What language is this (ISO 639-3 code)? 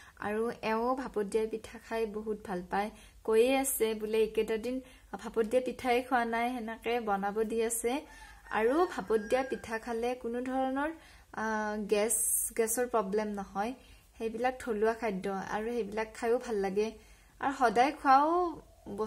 asm